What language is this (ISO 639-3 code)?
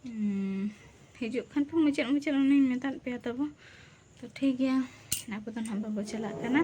sat